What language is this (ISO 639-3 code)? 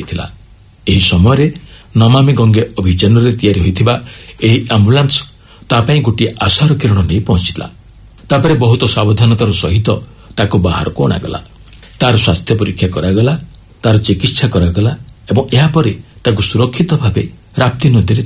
ori